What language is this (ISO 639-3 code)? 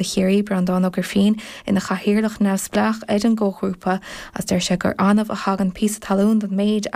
gle